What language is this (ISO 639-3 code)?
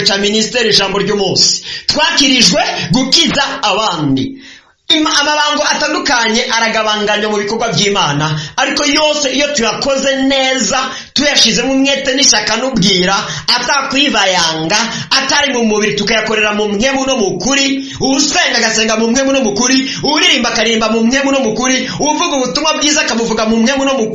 run